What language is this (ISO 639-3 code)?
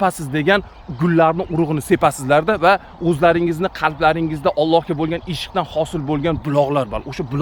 uzb